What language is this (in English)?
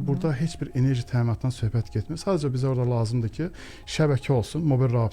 Azerbaijani